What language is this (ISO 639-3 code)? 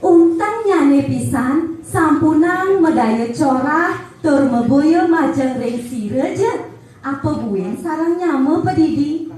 ban